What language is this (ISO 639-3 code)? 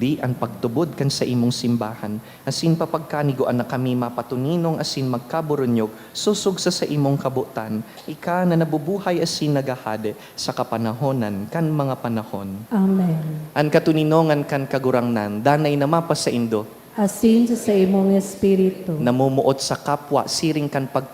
bik